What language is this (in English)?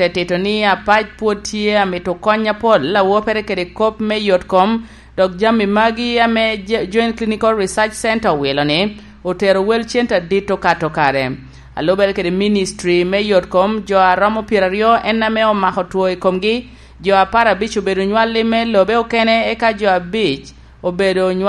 Lango (Uganda)